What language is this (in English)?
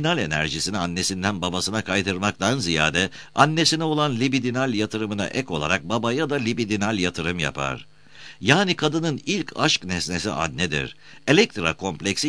Turkish